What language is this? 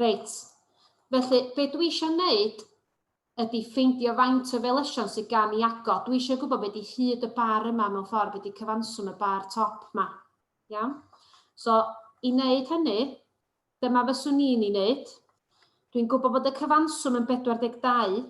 Welsh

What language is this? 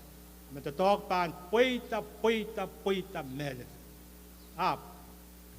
Pohnpeian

